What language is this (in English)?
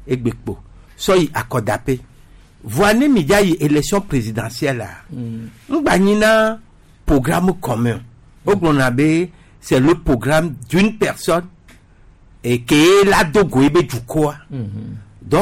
Gen